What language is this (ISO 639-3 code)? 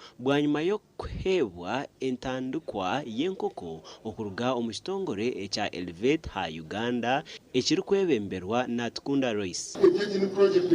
nyn